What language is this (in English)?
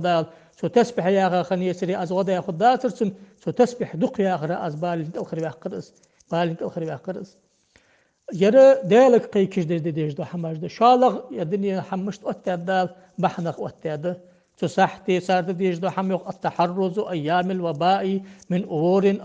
Ingush